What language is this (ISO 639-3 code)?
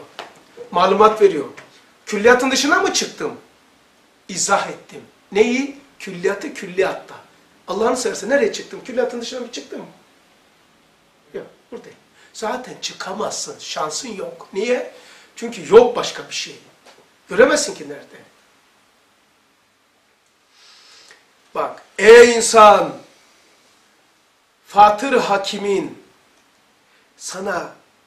tur